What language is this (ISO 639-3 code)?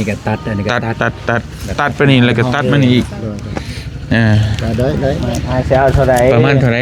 lao